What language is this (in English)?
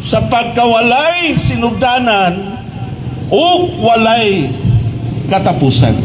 Cebuano